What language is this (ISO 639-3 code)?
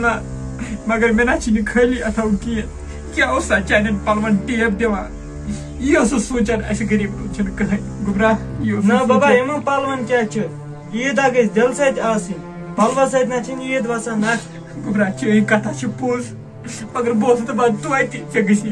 kas